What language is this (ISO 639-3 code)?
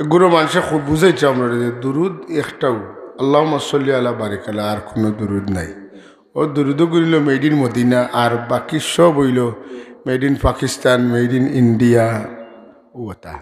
syl